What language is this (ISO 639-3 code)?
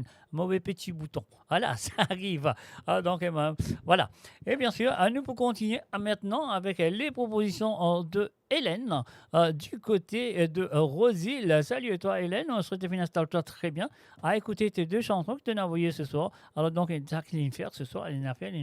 mfe